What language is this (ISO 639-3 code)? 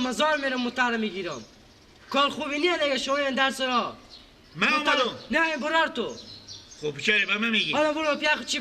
fas